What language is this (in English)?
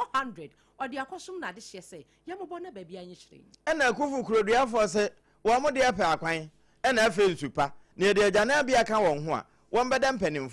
Akan